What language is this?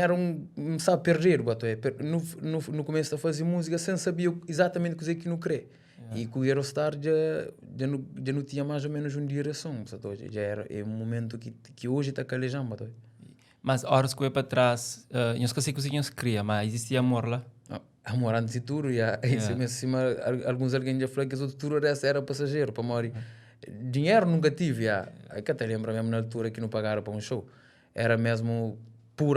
Kabuverdianu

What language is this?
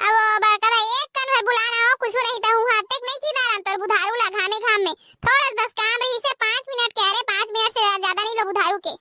Chhattisgarhi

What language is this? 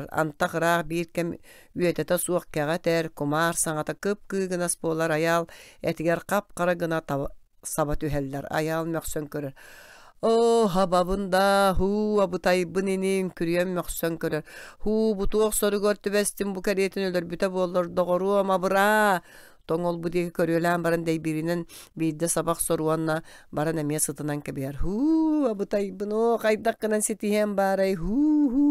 Yakut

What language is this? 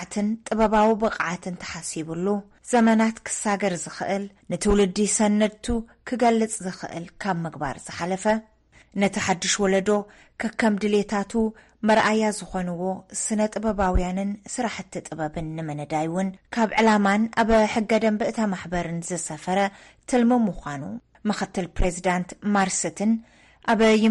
Tigrinya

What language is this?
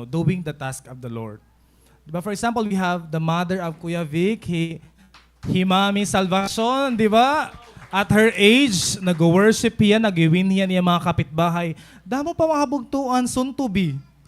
Waray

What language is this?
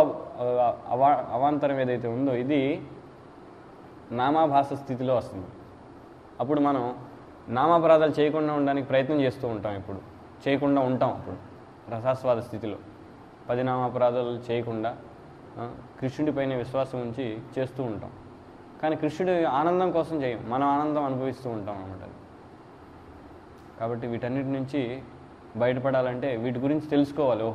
Telugu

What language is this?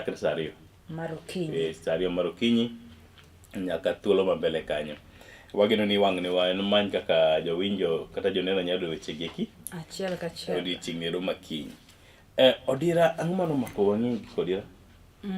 Luo (Kenya and Tanzania)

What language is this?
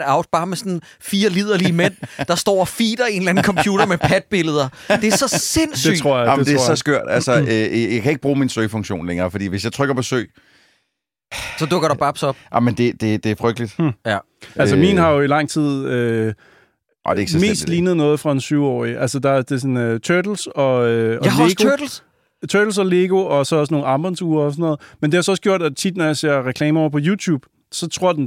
Danish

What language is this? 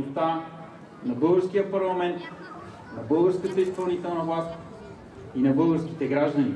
Bulgarian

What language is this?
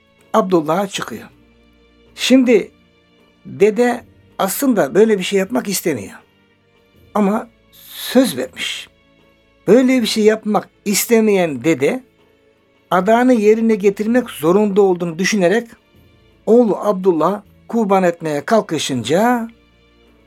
Turkish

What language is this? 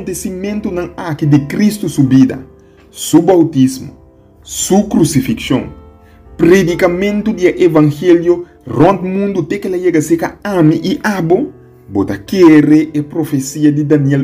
Papiamento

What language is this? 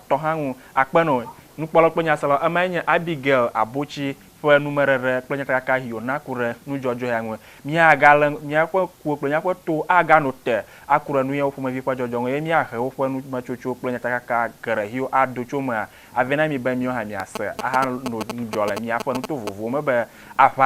Ewe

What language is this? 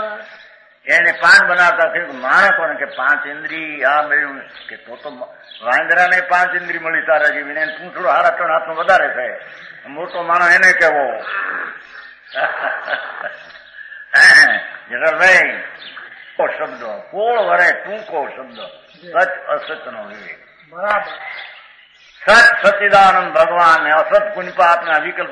Gujarati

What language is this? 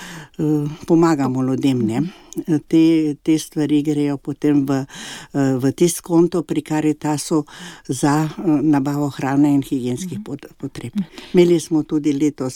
Slovenian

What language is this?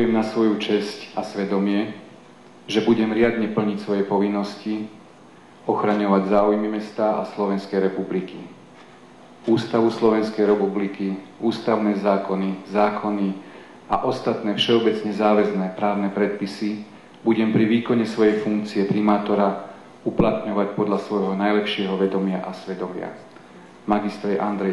Slovak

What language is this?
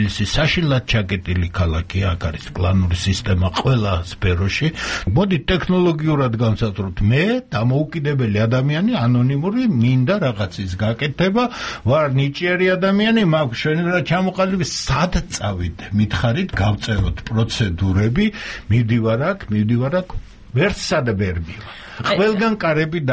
Georgian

